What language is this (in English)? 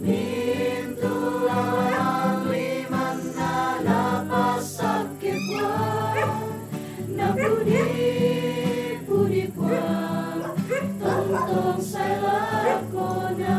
Toraja-Sa'dan